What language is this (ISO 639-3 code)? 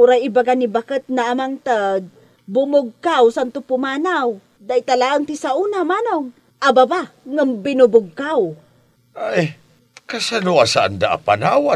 ilo